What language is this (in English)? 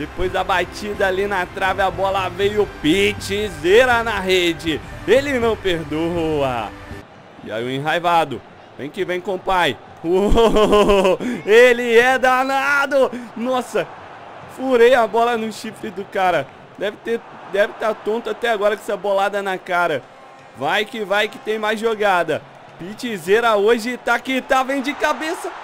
Portuguese